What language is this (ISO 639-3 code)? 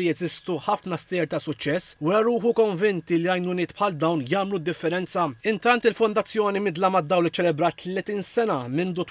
mlt